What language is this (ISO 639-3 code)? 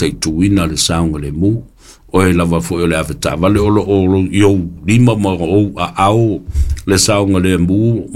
smo